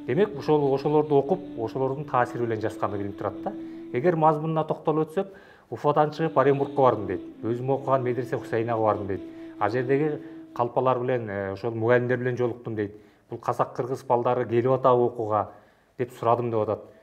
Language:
Kyrgyz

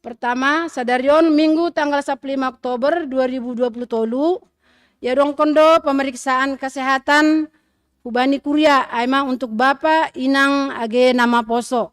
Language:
Batak Simalungun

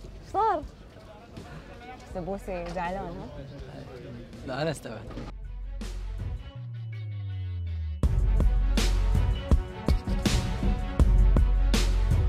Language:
Gulf Arabic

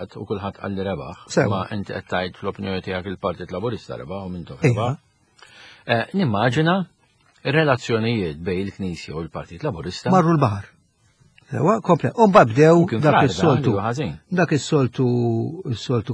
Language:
Maltese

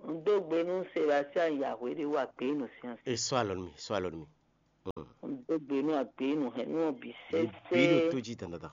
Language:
Fon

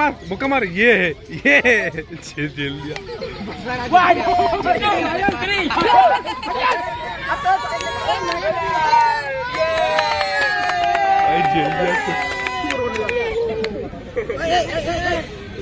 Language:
Hindi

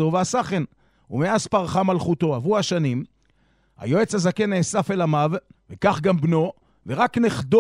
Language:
Hebrew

